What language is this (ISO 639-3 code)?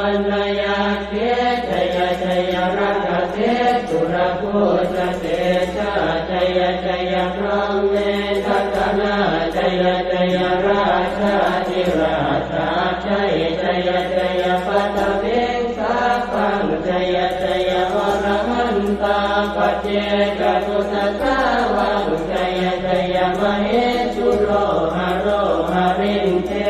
pli